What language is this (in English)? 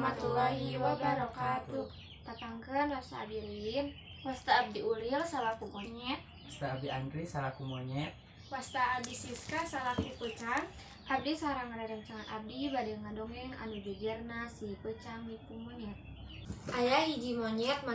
Sundanese